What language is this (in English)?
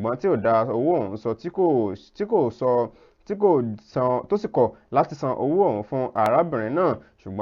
Yoruba